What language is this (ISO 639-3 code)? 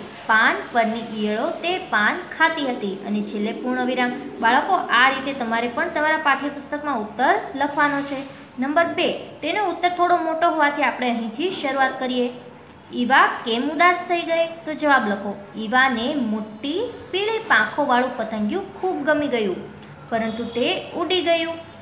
guj